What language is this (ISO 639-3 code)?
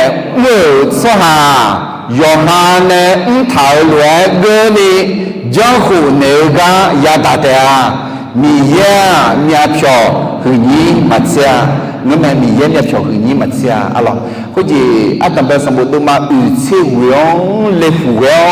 ahk